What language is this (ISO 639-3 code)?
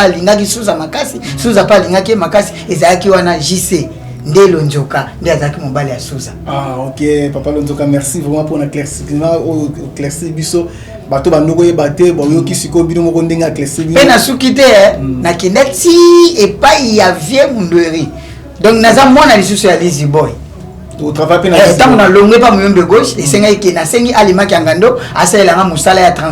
lin